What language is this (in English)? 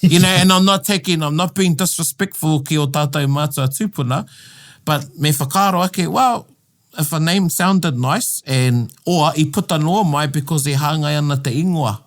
Māori